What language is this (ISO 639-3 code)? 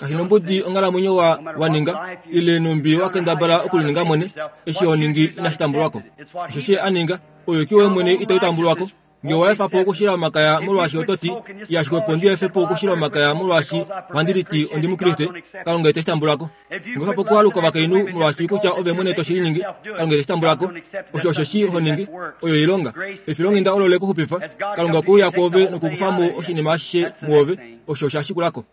kua